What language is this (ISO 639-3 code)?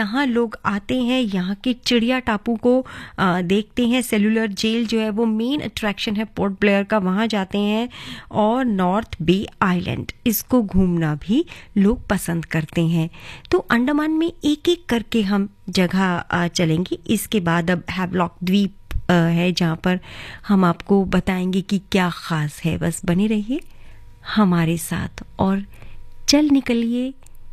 hin